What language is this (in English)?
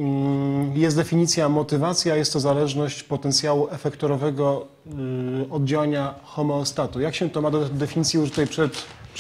Polish